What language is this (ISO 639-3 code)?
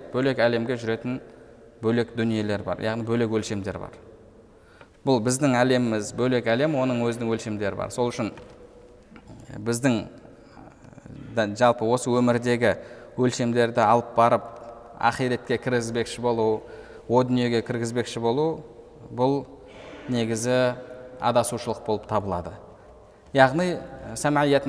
kaz